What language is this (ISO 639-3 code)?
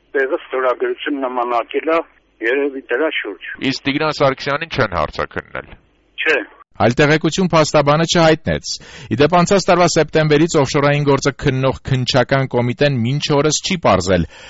hye